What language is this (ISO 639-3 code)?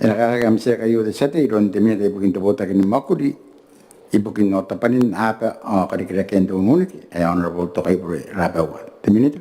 gil